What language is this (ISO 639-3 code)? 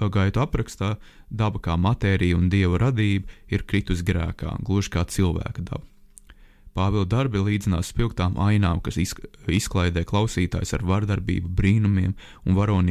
lav